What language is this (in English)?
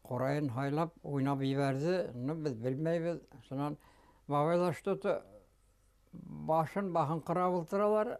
Bashkir